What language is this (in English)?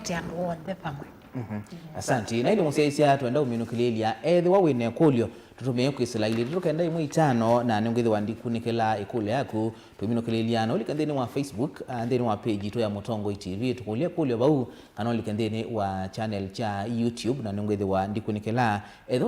Kamba